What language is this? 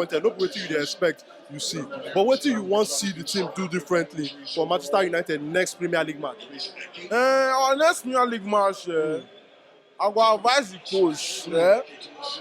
Nigerian Pidgin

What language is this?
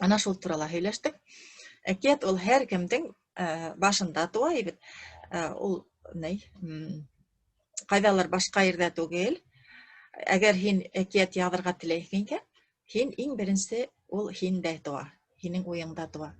Bashkir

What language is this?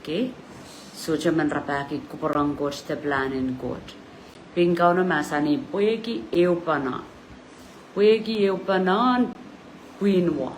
Pohnpeian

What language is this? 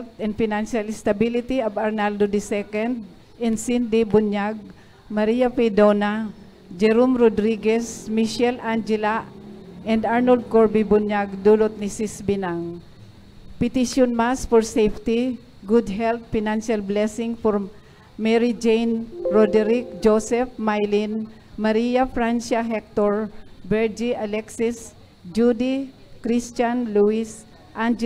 Bikol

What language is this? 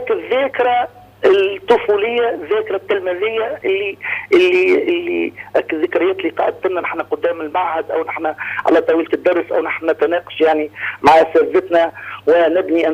Tunisian Arabic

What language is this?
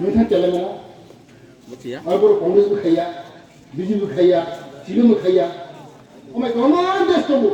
Kok Borok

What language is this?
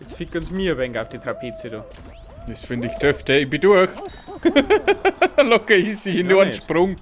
Bavarian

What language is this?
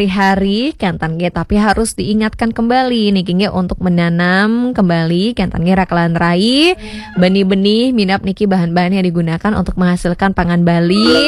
Balinese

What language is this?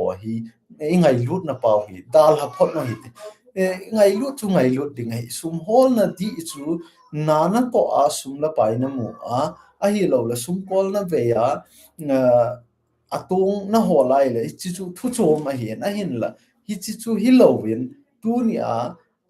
Thado Chin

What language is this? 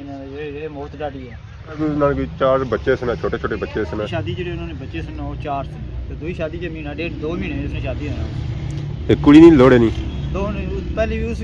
Pahari-Potwari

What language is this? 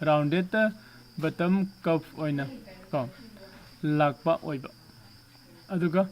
Manipuri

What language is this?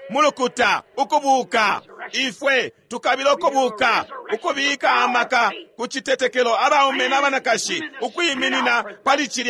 Bemba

